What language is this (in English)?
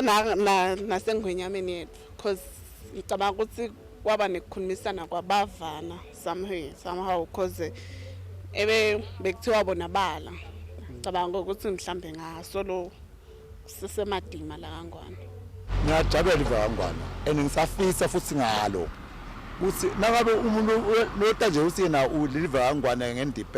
Swati